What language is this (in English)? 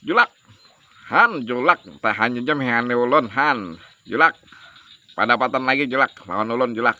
Banjar